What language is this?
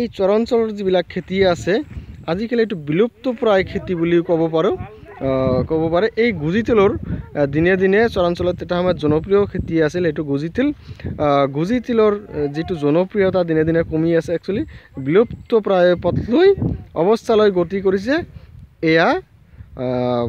Assamese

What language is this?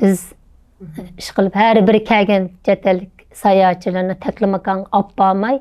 Uyghur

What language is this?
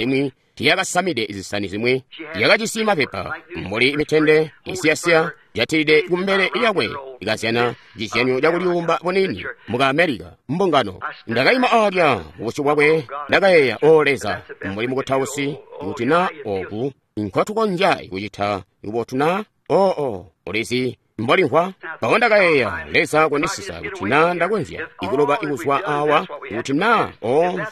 Tonga (Zambia)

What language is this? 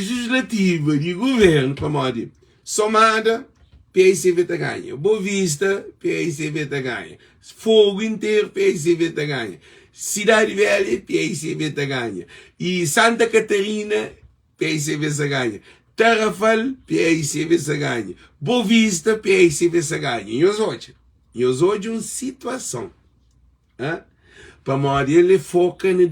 Kabuverdianu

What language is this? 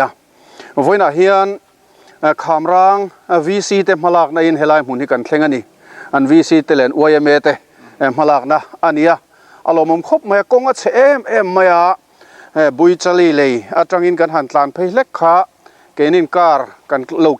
Mizo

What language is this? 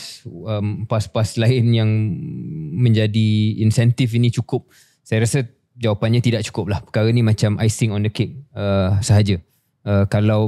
Malay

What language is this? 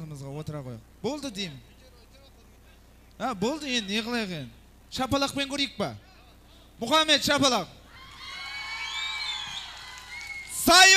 Kazakh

